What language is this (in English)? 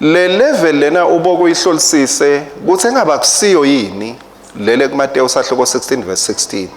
Swati